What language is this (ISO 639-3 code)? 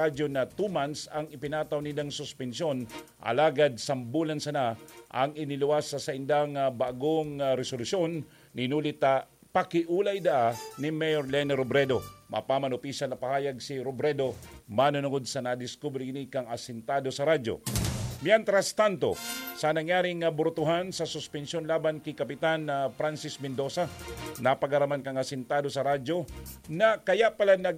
bik